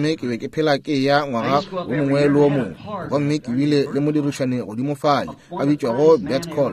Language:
Northern Sotho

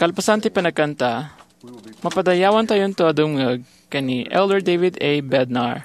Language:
Iloko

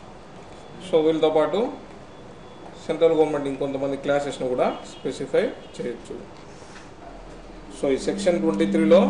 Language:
Telugu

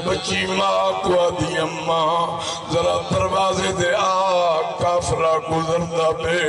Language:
Saraiki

